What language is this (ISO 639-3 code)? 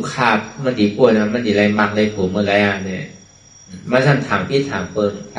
shn